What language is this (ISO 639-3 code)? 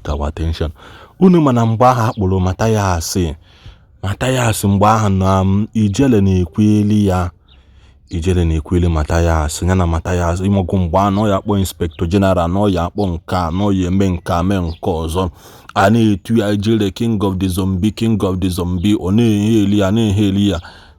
ibo